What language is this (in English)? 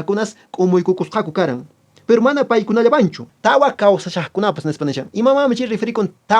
Quechua